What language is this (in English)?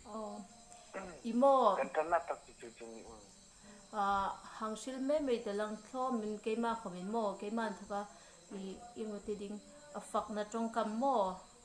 Hmar